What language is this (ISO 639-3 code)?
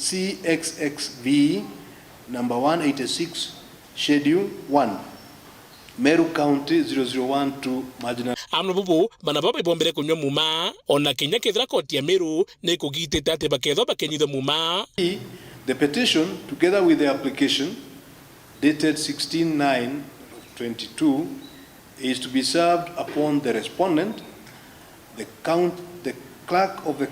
mer